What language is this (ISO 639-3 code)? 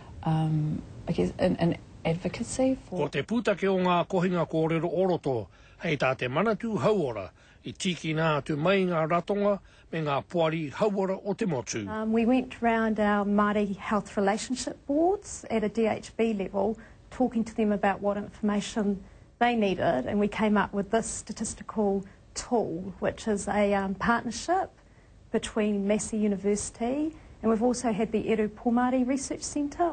mri